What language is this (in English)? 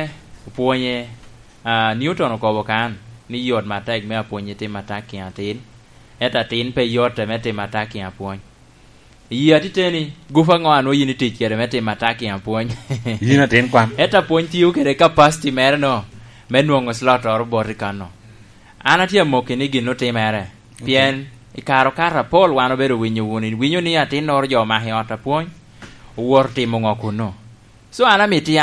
Lango (Uganda)